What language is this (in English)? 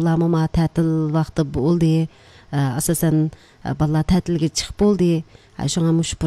Uyghur